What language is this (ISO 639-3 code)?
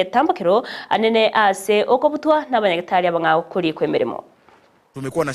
guz